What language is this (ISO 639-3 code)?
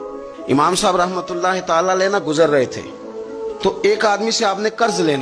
urd